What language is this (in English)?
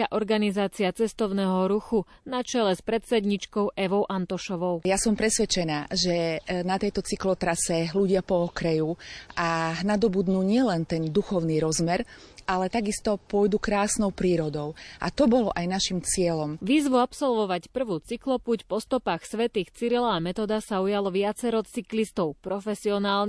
Slovak